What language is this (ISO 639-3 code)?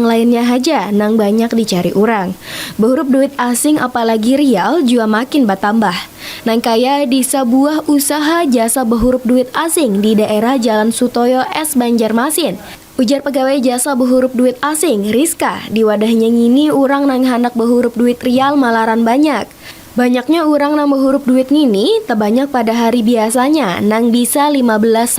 bjn